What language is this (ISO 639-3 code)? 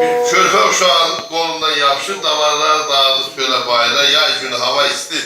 azb